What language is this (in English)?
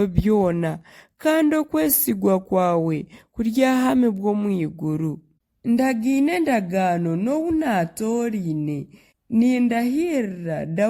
Nyankole